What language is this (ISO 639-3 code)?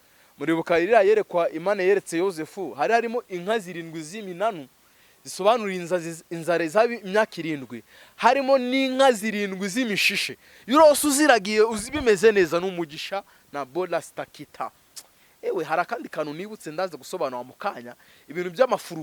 kin